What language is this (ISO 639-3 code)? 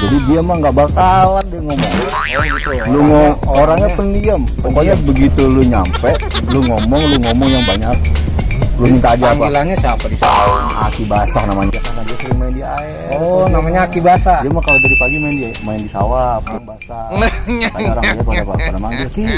bew